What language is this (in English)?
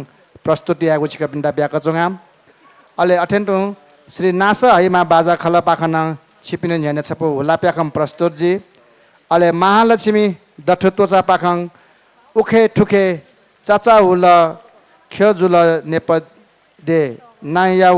Newari